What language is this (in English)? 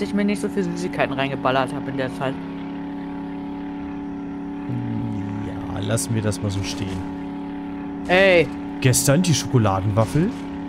German